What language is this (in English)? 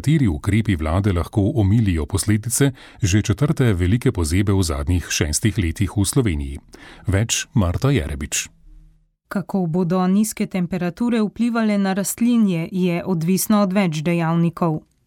Slovenian